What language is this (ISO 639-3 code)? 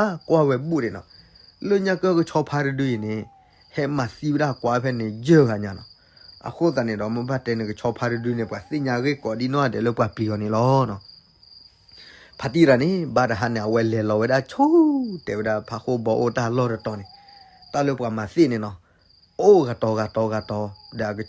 ksw